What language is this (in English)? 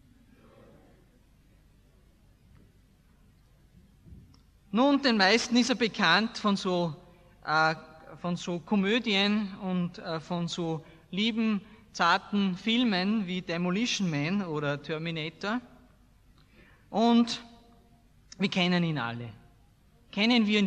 German